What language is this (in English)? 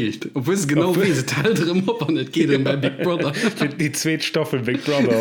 Luxembourgish